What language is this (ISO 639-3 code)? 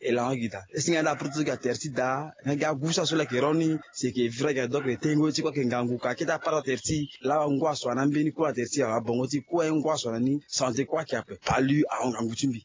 sag